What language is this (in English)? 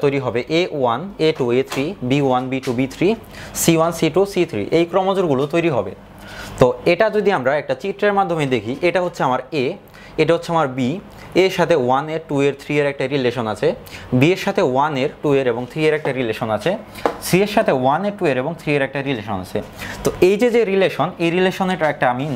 Bangla